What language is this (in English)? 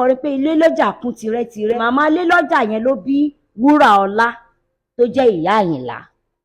Yoruba